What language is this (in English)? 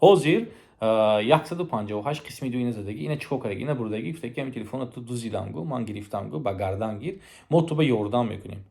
Tajik